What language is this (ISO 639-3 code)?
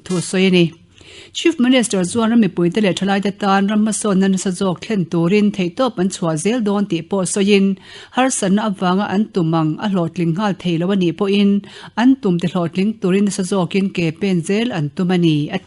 lus